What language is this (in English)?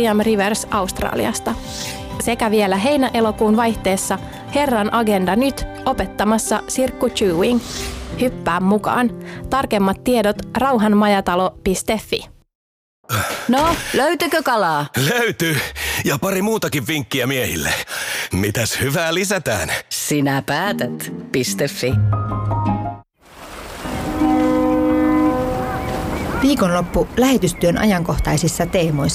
Finnish